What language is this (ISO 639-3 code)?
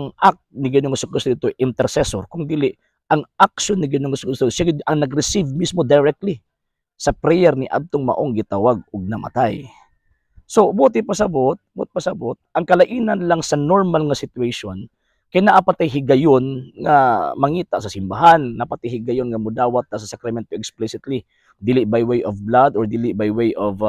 ceb